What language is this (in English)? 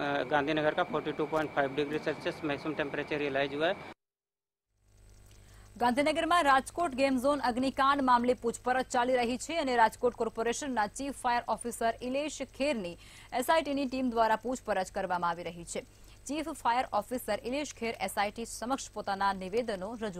Gujarati